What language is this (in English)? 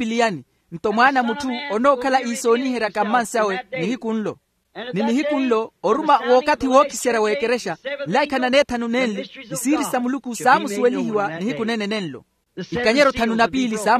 Makhuwa